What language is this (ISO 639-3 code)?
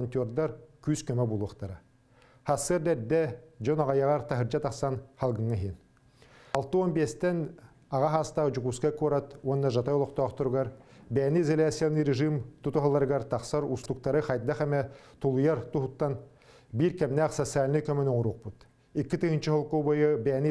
sah